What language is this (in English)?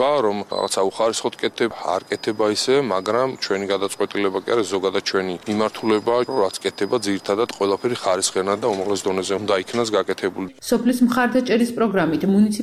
Georgian